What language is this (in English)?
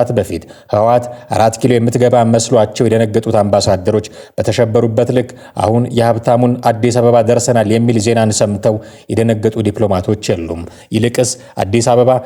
Amharic